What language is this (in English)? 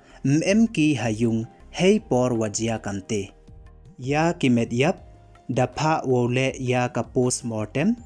Pnar